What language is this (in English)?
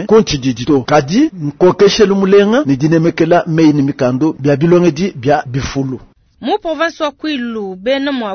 Luba-Lulua